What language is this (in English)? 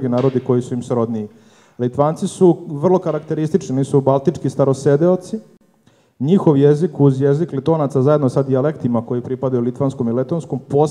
Serbian